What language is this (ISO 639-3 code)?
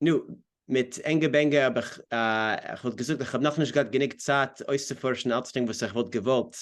yid